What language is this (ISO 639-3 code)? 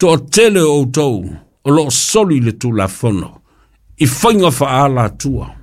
smo